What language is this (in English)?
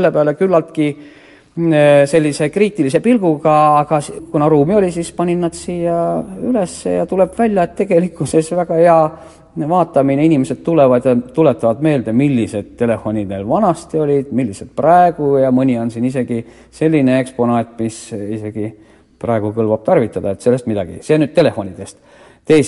Estonian